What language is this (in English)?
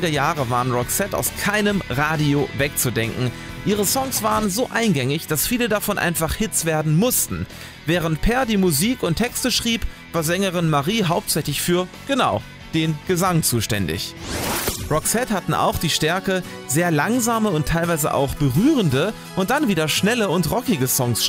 German